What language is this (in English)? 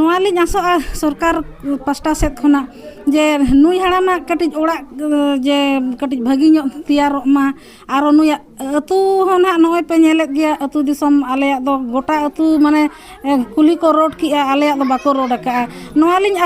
Santali